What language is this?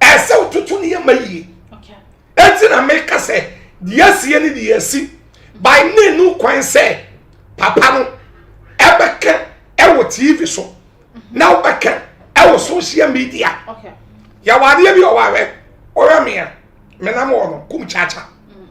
Akan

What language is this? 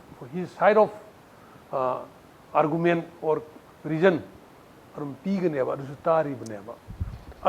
Manipuri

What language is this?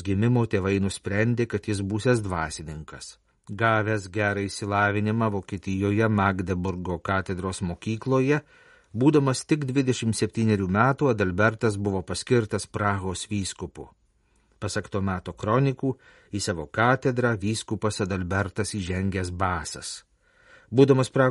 Lithuanian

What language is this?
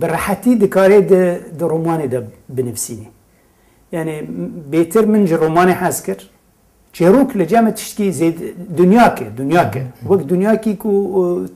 Kurdish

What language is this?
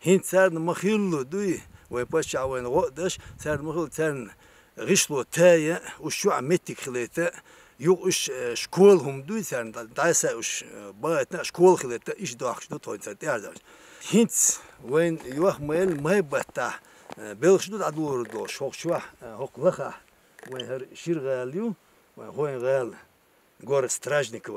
Chechen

